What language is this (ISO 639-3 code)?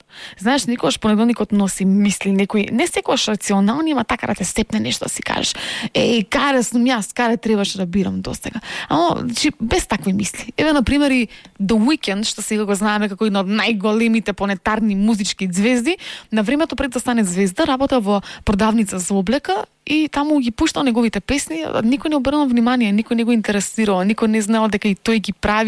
mkd